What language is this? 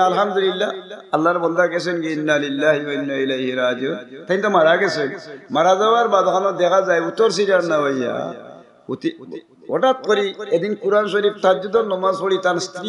Sylheti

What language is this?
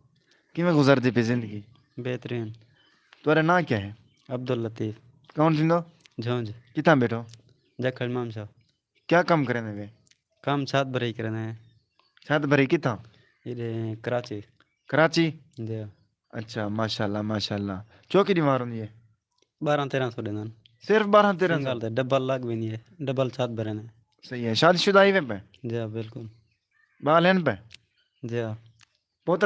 Saraiki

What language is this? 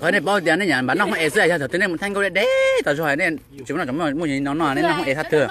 Hmong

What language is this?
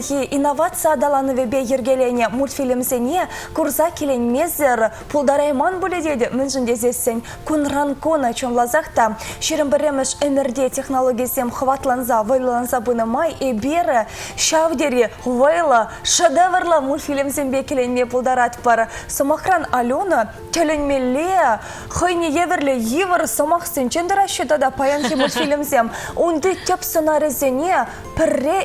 Chuvash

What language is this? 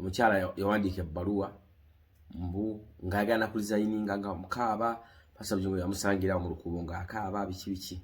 Ganda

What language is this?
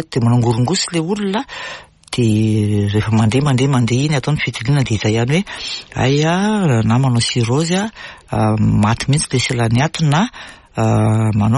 Malagasy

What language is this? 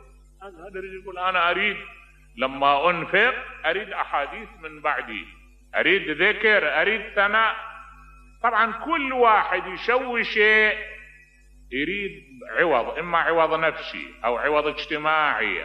Mesopotamian Arabic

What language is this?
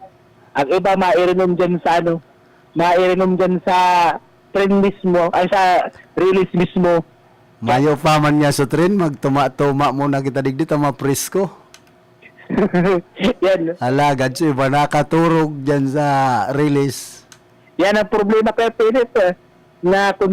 Bikol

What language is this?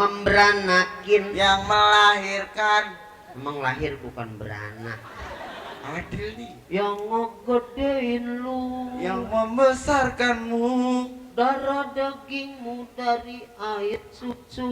Betawi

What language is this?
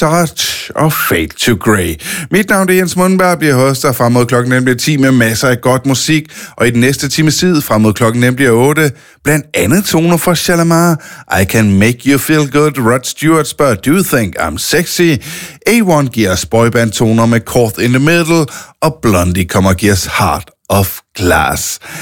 Danish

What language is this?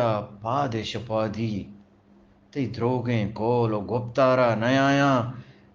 Eastern Balochi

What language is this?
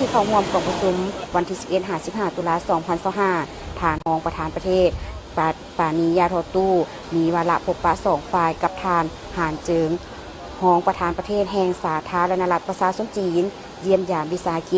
Lao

